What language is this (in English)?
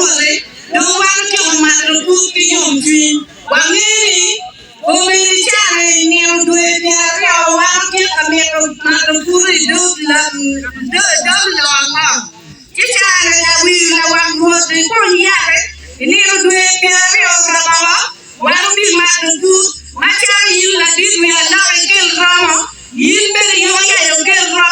Acoli